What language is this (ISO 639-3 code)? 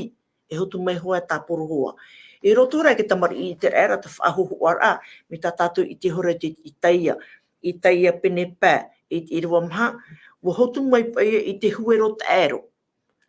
tah